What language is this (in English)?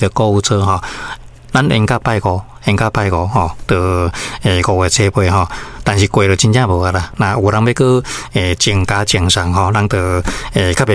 Min Nan Chinese